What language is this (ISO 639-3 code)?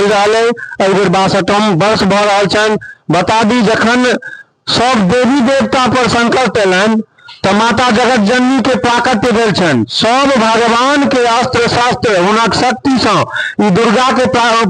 mai